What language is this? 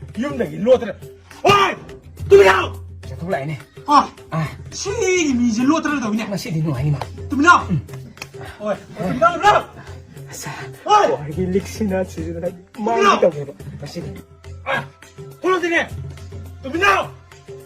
Manipuri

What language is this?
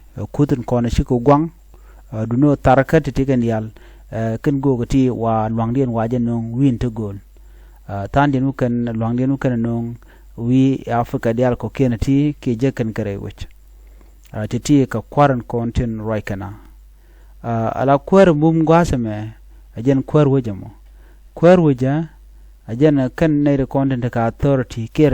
Nuer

